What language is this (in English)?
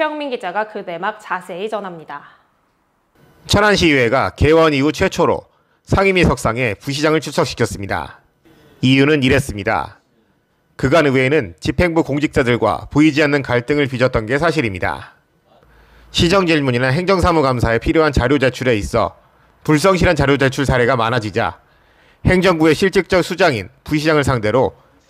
Korean